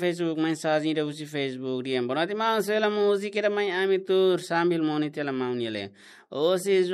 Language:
Tetum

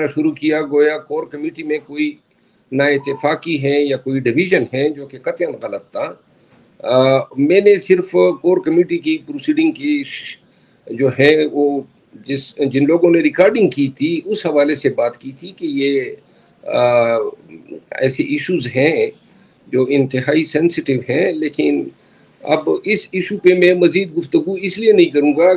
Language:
Urdu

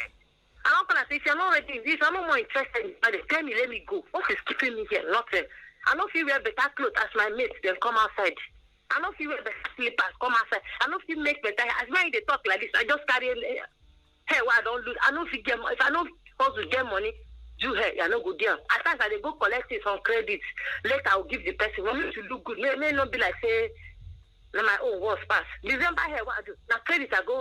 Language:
Nigerian Pidgin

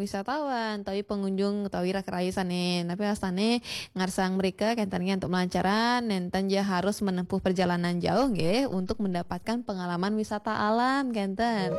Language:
Balinese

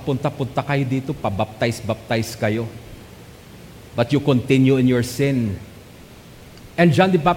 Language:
Filipino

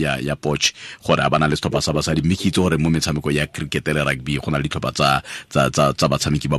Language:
Tswana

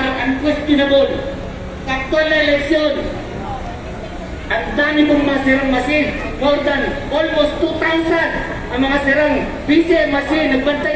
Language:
Filipino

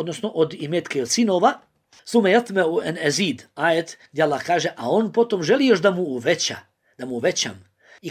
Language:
Bosnian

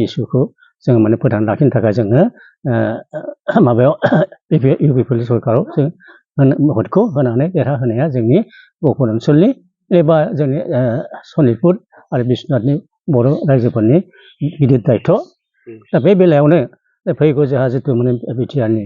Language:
Bodo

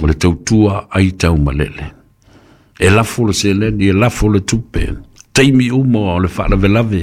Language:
Samoan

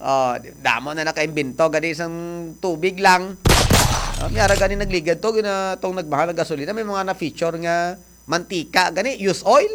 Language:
Hiligaynon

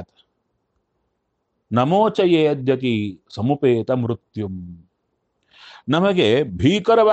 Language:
Kannada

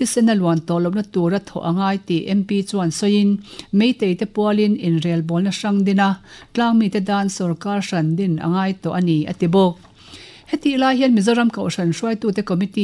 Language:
Mizo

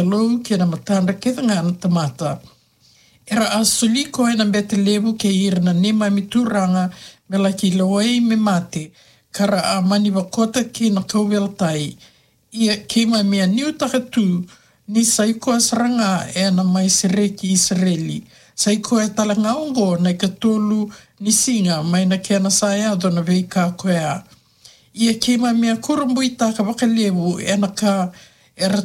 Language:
Fijian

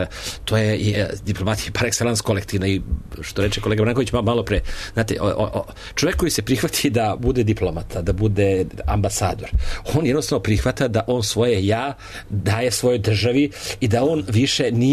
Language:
Serbian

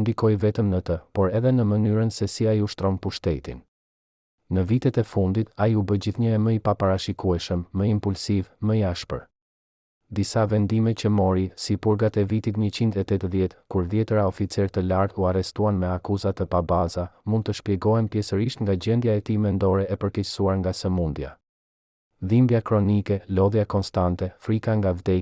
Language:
Albanian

